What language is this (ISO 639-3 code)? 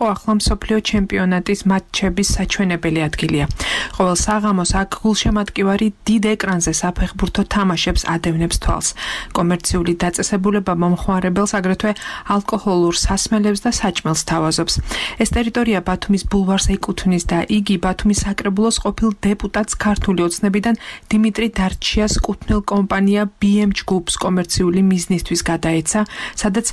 kat